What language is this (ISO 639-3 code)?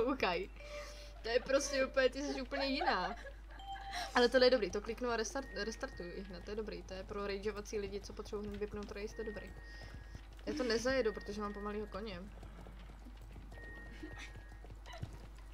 ces